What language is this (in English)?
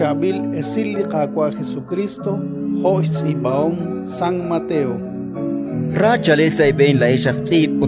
Kekchí